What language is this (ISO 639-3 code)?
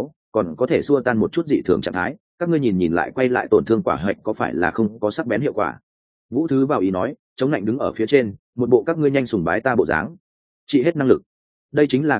vie